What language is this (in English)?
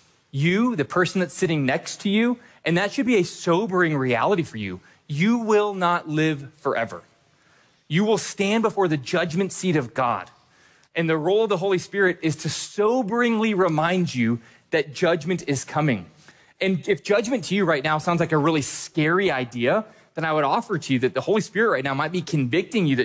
English